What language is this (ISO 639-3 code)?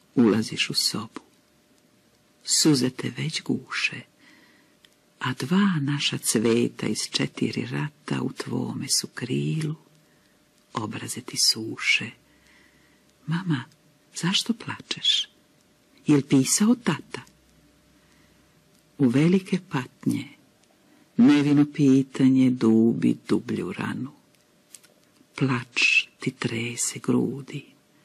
srp